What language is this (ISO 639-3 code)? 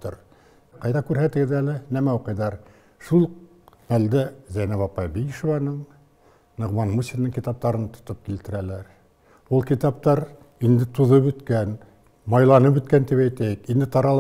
bak